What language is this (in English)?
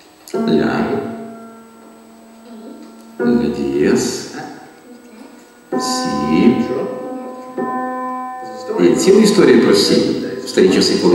Ukrainian